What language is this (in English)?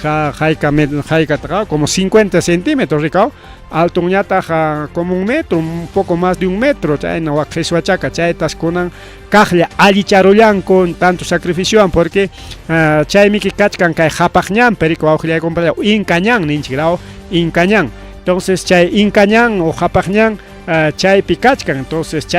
Ayacucho Quechua